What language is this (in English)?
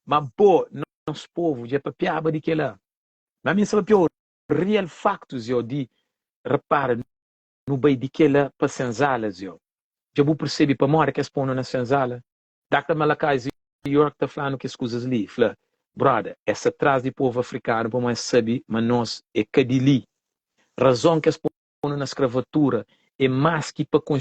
Kabuverdianu